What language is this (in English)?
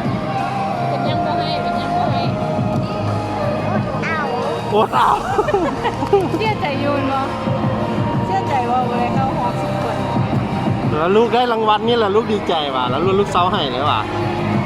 Lao